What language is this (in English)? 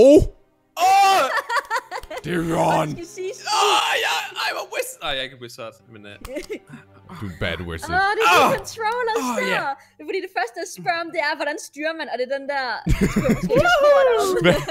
Danish